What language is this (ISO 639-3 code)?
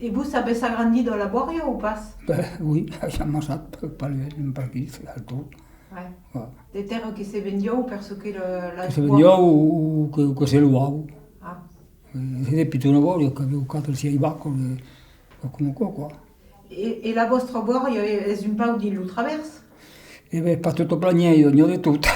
oci